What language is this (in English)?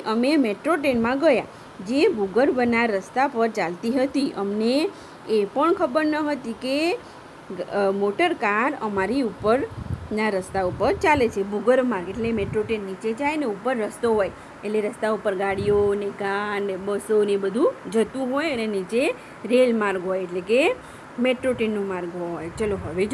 Gujarati